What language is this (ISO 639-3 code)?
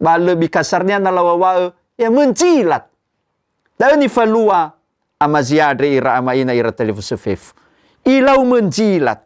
nia